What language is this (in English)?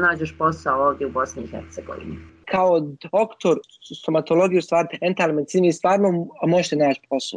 Bosnian